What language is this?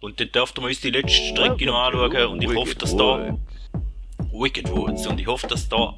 Swiss German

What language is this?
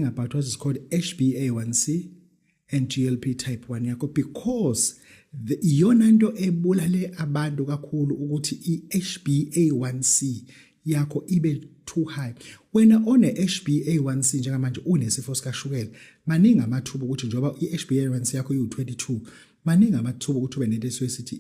Zulu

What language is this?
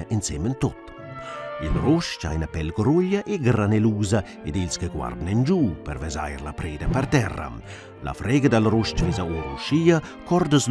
Romansh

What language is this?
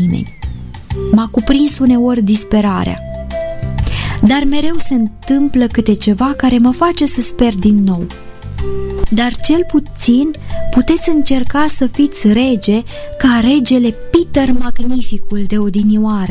Romanian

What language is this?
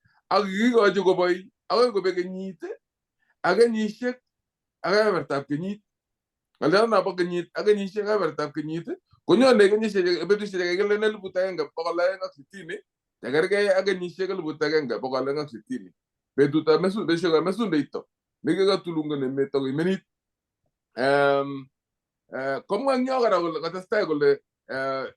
Kalenjin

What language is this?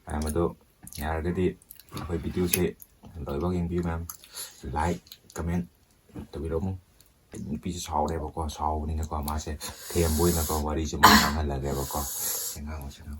Manipuri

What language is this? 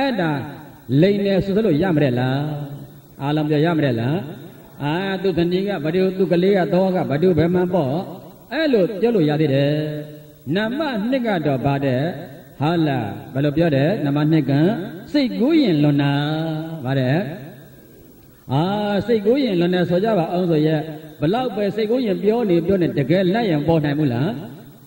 Burmese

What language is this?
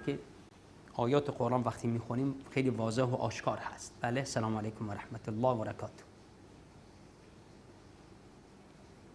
Persian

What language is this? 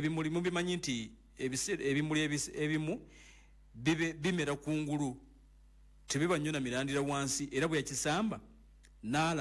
Ganda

